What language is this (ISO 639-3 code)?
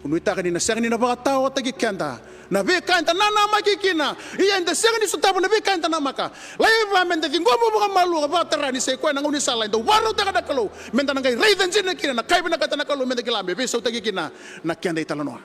fij